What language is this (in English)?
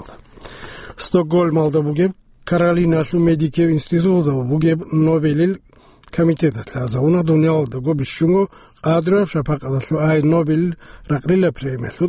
Avaric